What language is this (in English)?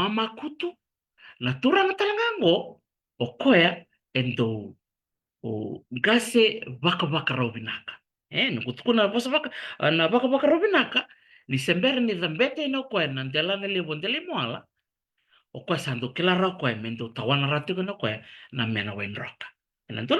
Fijian